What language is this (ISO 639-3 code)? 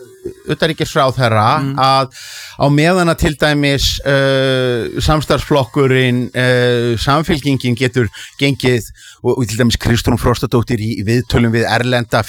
isl